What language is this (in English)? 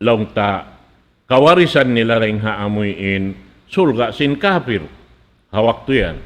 Tausug